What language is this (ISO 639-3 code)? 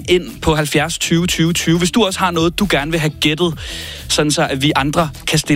dan